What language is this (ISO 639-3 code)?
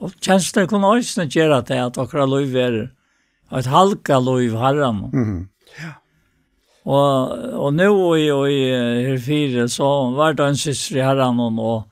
fao